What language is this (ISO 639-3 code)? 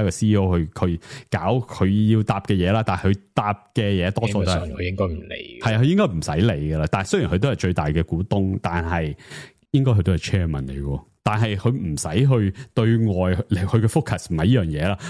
yue